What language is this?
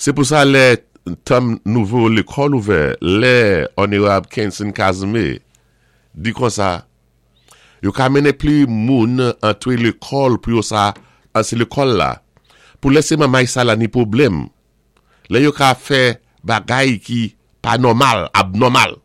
Saint Lucian Creole French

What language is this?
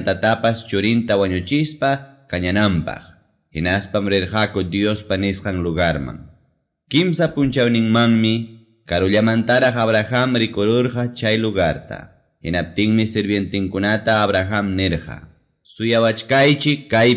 Ayacucho Quechua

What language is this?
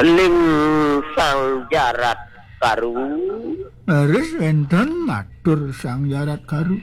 Balinese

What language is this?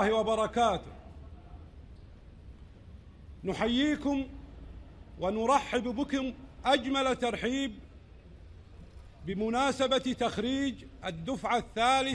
Arabic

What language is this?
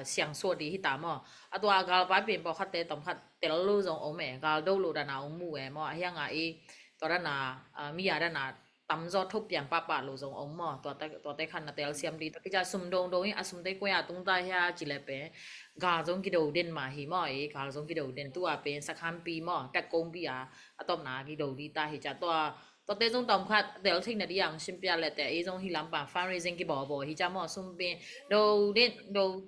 Tedim Chin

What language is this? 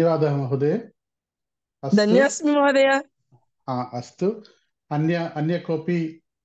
Sanskrit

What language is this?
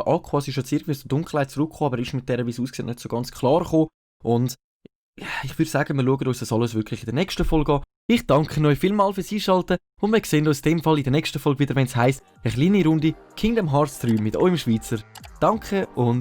Swiss German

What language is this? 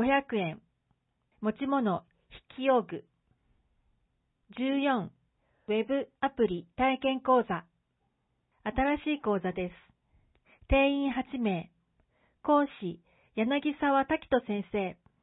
Japanese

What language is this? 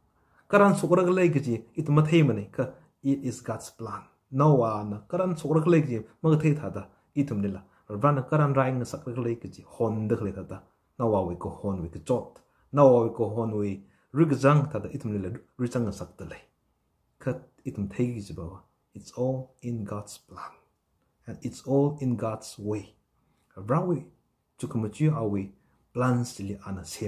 Tangkhul Naga (India)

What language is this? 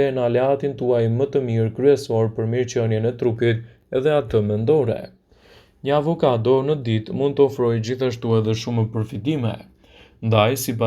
Albanian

